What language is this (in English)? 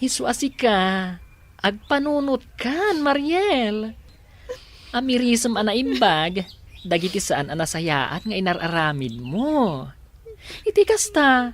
Iloko